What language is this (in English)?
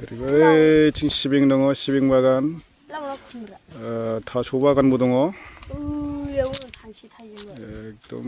Bodo